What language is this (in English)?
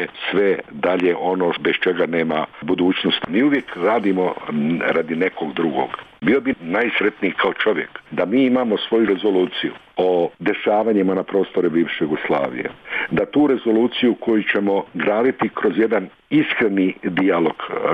Bosnian